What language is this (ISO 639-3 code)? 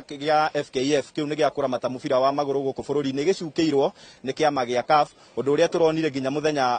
kik